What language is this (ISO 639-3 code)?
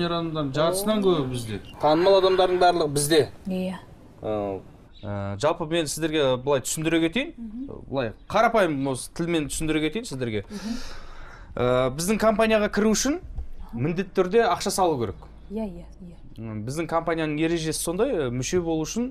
kaz